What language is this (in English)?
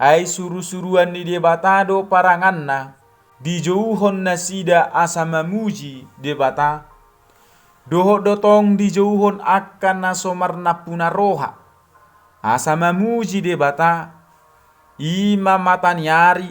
Batak Toba